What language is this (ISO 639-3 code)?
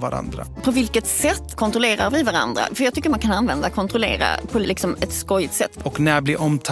swe